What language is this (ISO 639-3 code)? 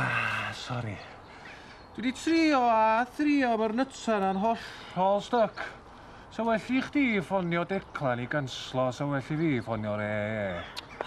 cym